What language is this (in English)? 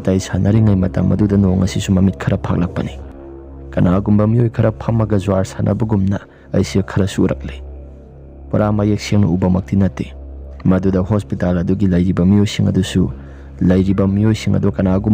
Manipuri